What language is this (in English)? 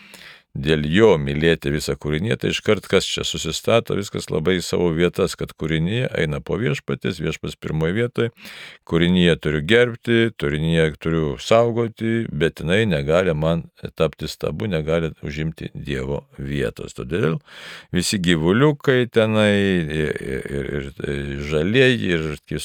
Lithuanian